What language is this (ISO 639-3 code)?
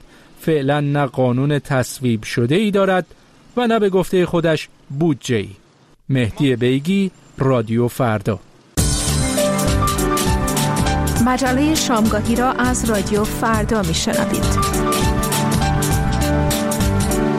fas